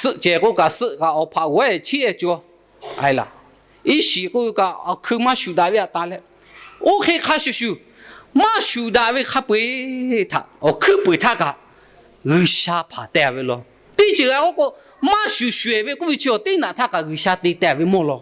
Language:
Lahu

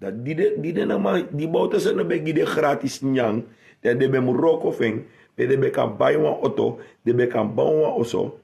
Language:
Sranan Tongo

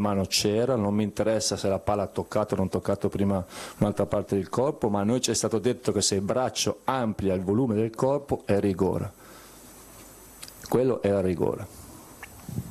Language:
Italian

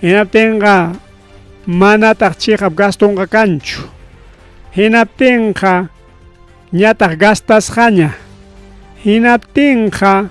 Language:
Ayacucho Quechua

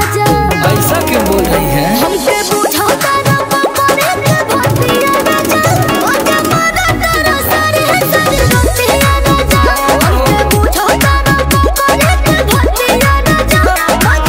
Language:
Bhojpuri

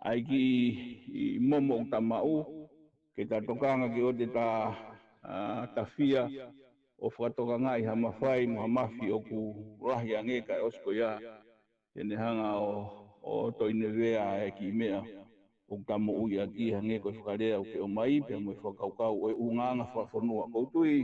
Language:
Tongan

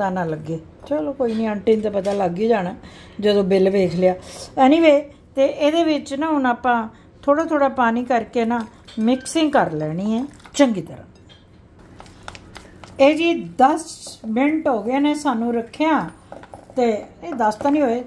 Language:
Punjabi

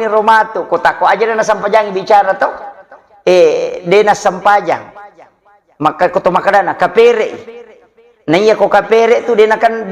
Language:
Buginese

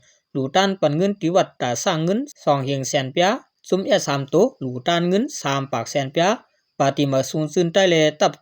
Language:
Shan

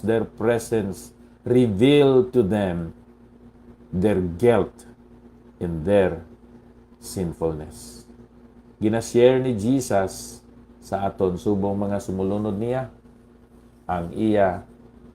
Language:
Hiligaynon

